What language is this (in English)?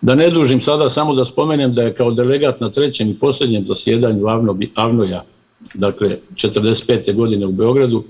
Bosnian